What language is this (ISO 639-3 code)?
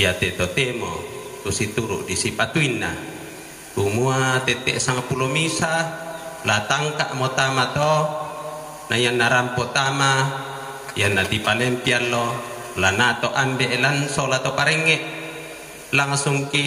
sda